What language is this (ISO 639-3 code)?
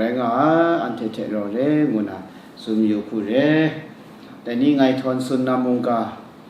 kac